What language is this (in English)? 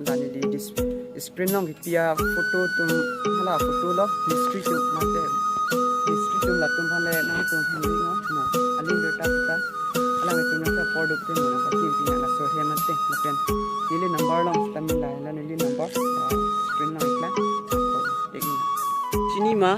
Karbi